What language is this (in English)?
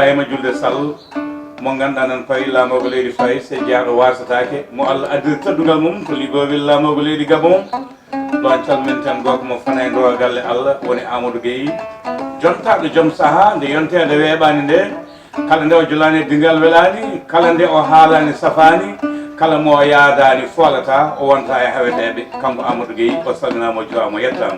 Fula